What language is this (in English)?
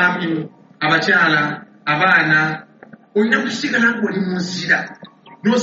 Ganda